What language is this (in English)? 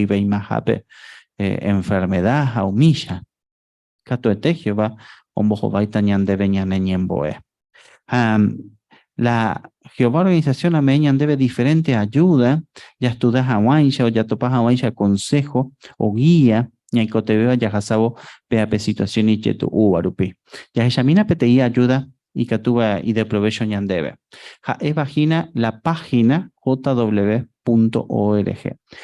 Guarani